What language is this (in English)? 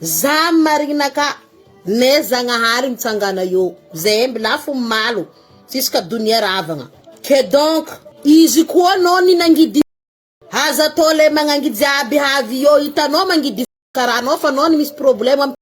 Malagasy